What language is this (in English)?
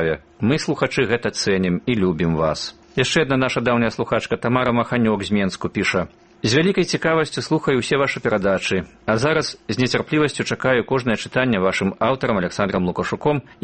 Belarusian